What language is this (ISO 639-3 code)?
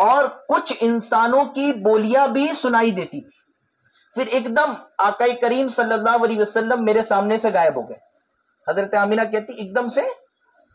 urd